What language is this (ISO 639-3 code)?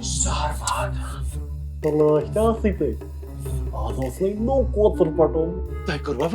kas